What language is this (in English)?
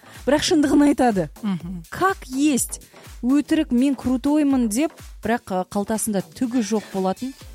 Kazakh